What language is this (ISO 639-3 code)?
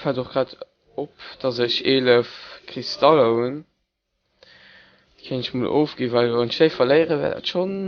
ltz